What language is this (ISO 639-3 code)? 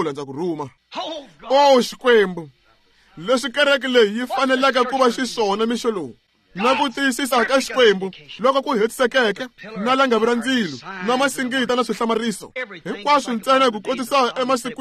tso